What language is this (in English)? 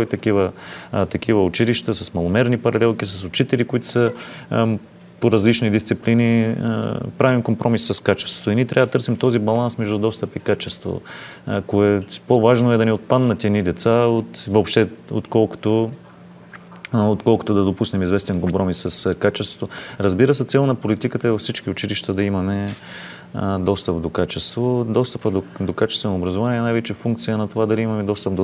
Bulgarian